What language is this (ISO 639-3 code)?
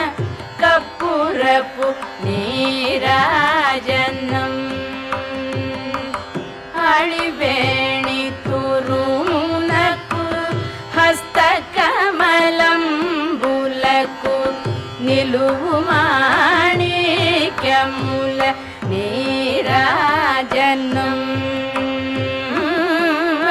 tel